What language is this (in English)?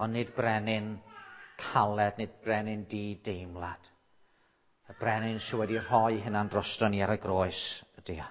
Welsh